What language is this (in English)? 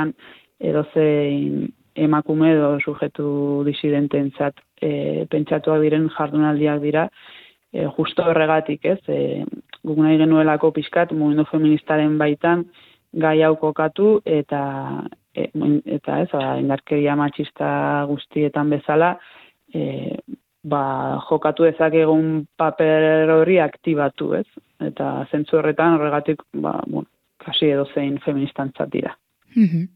Basque